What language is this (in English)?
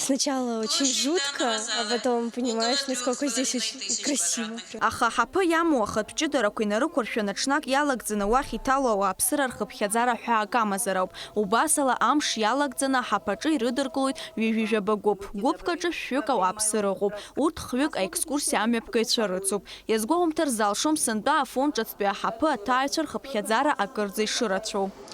Abkhazian